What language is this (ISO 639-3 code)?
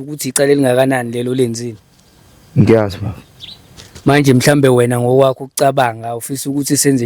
zul